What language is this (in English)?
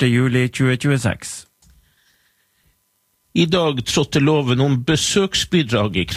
Norwegian